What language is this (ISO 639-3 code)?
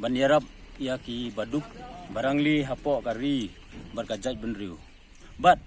kha